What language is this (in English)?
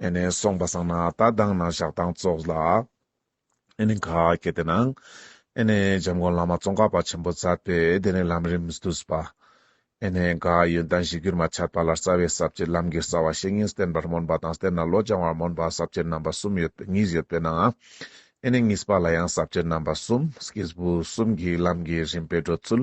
Ladakhi